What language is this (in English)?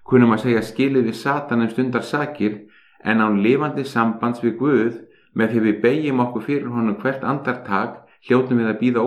Icelandic